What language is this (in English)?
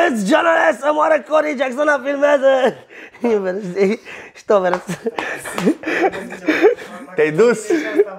Romanian